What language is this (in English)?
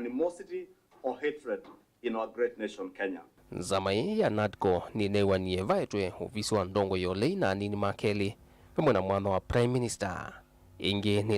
Kamba